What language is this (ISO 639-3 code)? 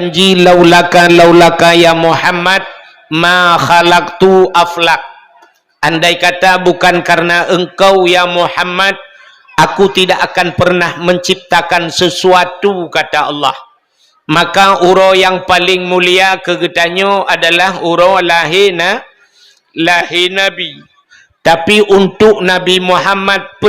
ace